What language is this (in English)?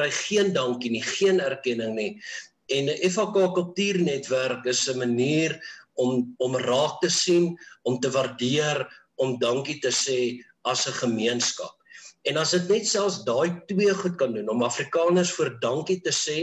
Afrikaans